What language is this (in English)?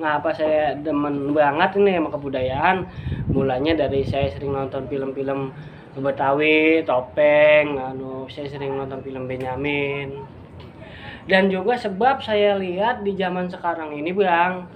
Betawi